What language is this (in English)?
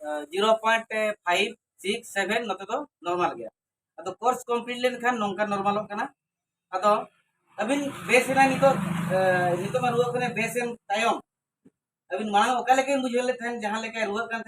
Santali